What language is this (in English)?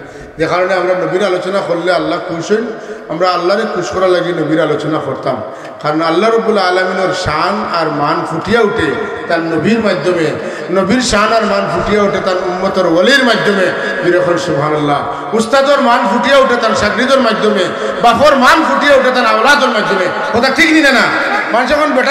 Sylheti